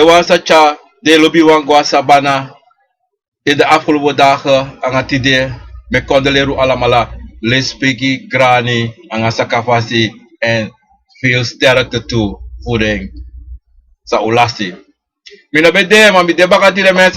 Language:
Sranan Tongo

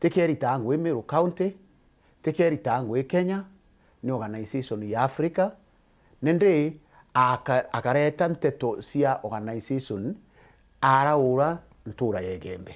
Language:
Meru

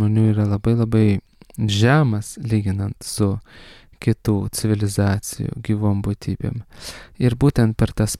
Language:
Lithuanian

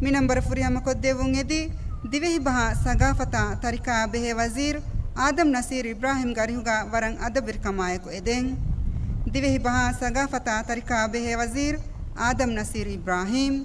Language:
Divehi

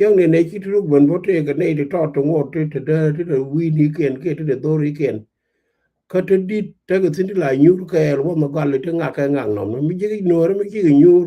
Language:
Nuer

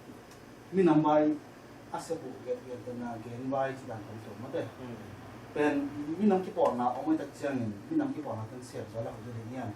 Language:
Tedim Chin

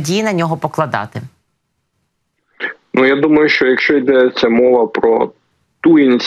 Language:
Ukrainian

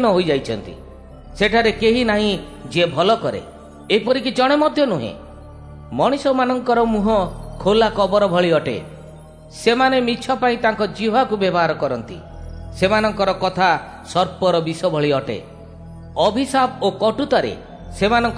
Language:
Odia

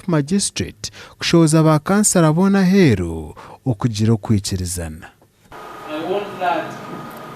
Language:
Nyankole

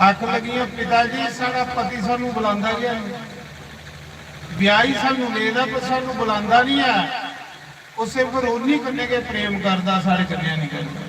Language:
Dogri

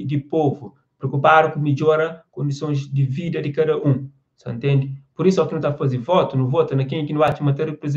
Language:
Kabuverdianu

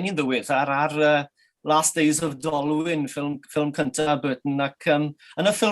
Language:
Welsh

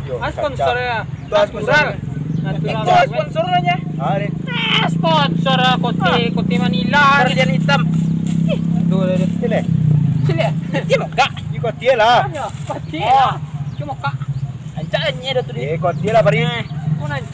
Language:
Minangkabau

